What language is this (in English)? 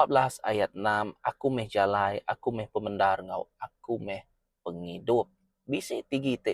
Iban